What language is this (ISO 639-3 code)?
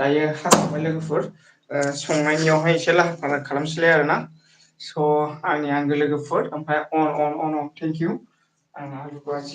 brx